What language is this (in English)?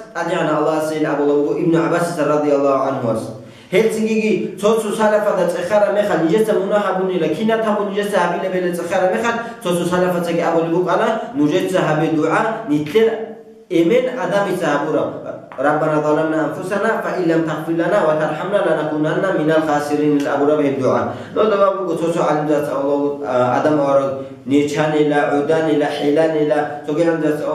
Avaric